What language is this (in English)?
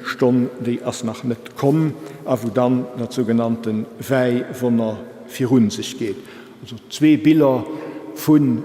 Luxembourgish